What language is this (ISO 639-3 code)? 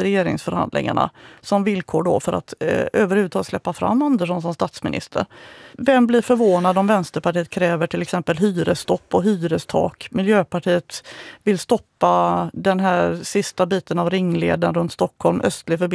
swe